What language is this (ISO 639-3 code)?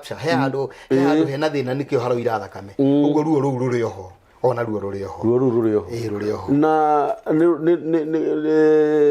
kik